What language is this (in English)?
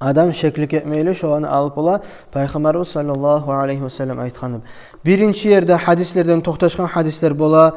Kumyk